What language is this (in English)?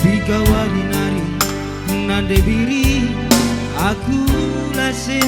Batak Karo